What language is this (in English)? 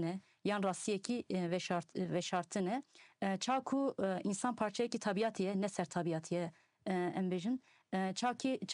Kurdish